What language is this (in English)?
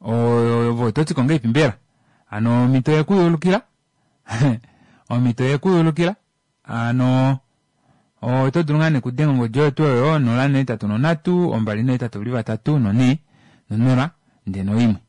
Kuanyama